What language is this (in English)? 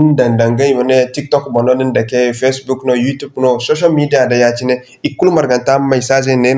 Zarma